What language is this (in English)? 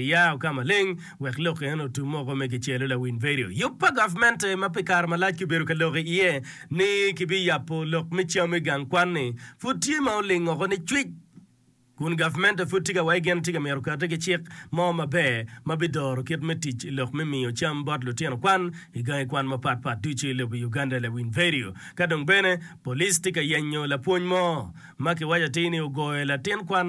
Acoli